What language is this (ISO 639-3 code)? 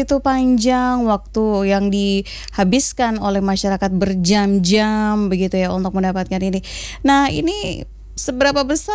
ind